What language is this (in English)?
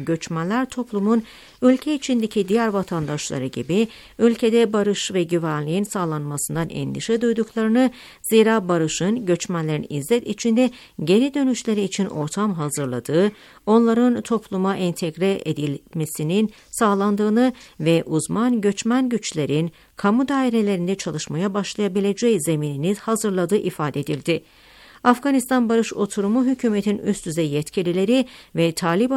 Turkish